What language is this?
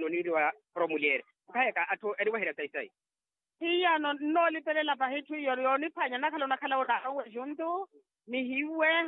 Makhuwa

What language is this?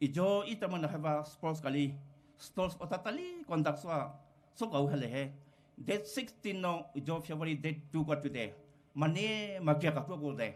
Poumei Naga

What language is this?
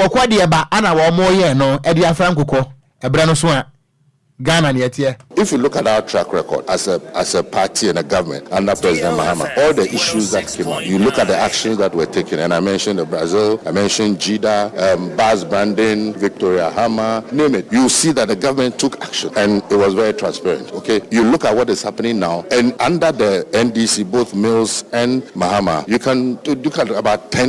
Akan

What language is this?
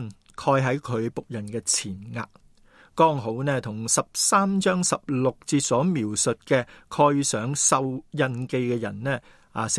Cantonese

